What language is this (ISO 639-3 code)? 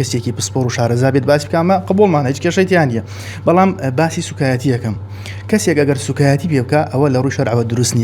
ckb